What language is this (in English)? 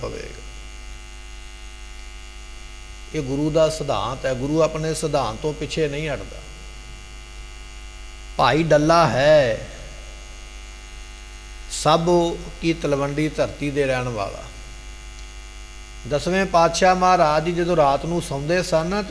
Punjabi